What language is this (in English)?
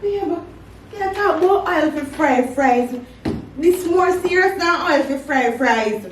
Jamaican Creole English